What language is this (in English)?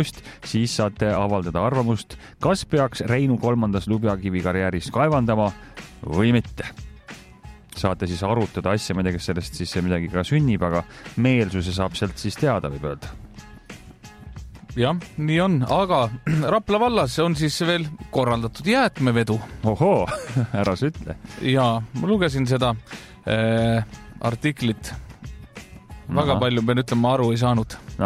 Estonian